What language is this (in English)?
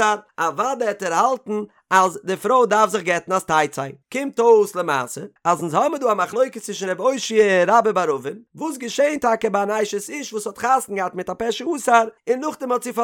Yiddish